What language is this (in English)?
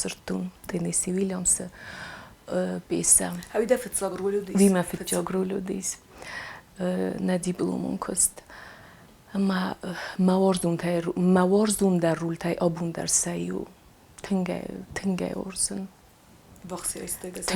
Ossetic